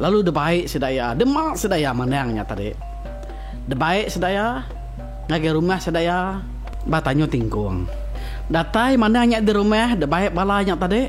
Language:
Iban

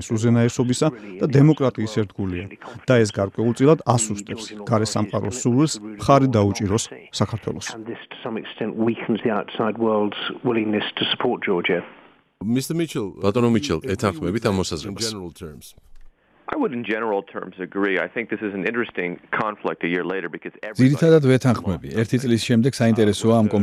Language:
Georgian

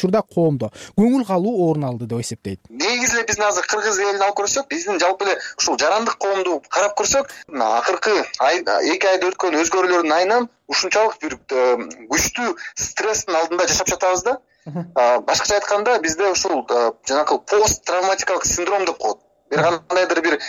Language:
Kyrgyz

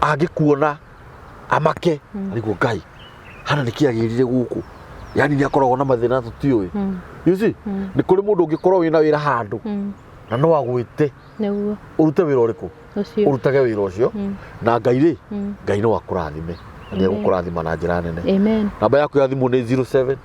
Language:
Kikuyu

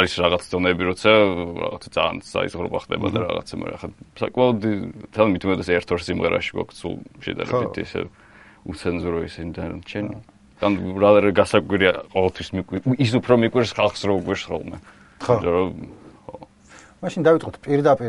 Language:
Georgian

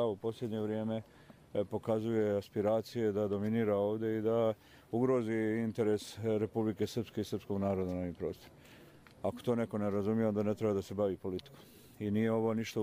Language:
Croatian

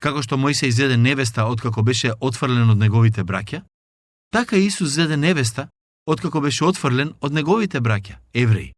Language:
Macedonian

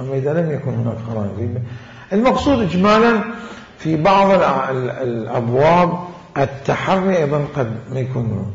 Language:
Mesopotamian Arabic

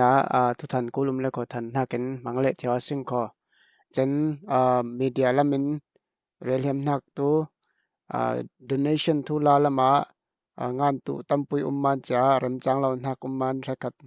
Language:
Falam Chin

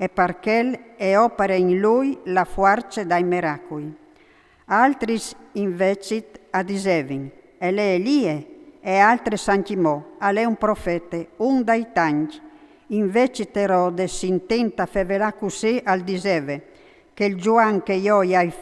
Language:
Friulian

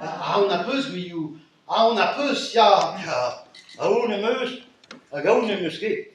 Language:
Breton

